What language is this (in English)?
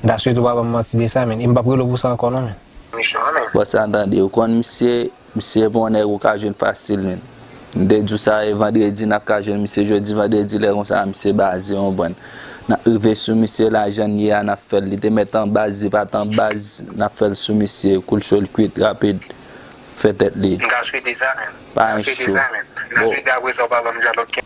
Haitian Creole